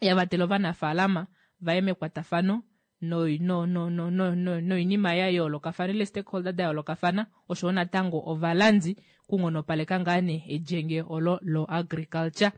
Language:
Kuanyama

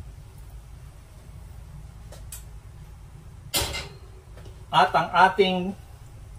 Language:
Filipino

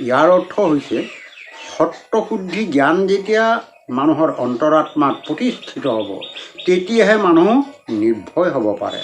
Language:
Assamese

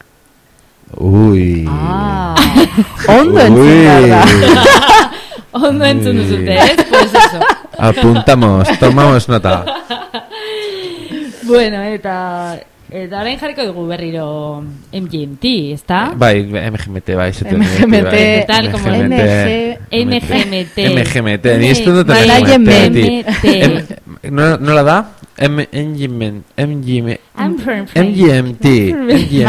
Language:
Basque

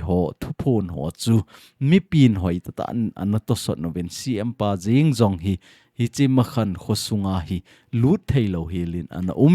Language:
Thado Chin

